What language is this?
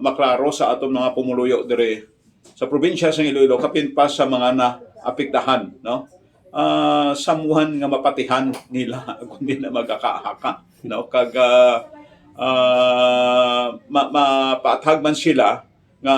Hiligaynon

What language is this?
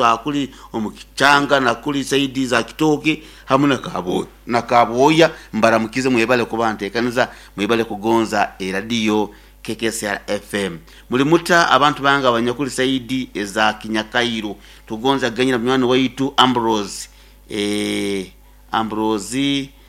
Nyoro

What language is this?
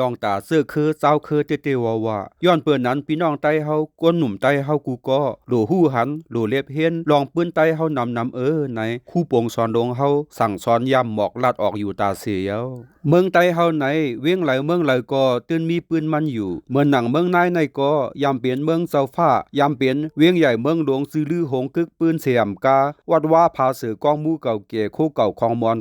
Shan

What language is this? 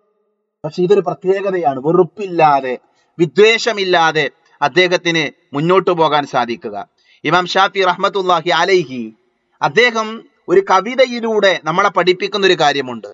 Malayalam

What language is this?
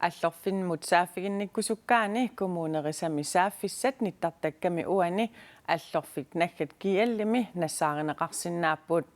Kalaallisut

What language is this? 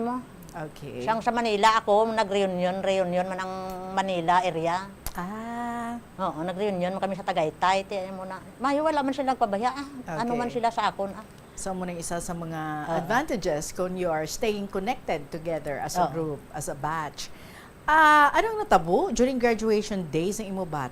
Hiligaynon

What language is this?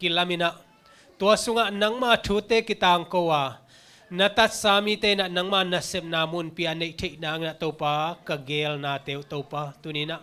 Tedim Chin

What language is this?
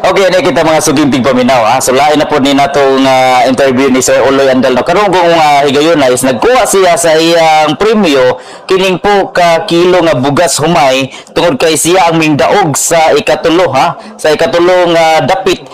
Cebuano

